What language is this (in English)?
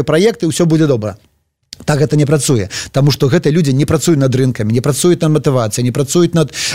Belarusian